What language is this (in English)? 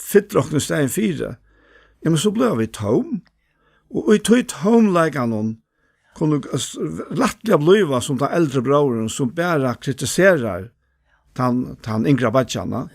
Faroese